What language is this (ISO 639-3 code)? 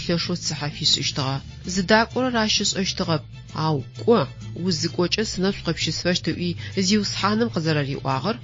ady